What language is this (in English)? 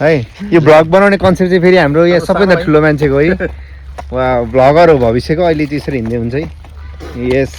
Nepali